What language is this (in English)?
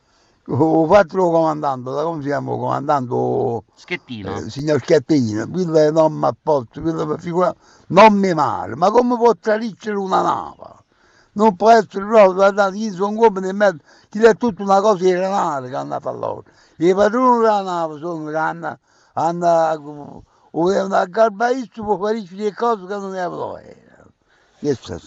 Neapolitan